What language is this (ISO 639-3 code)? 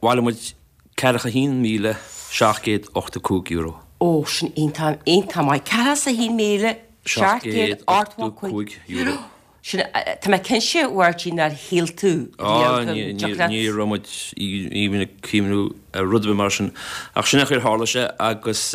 gle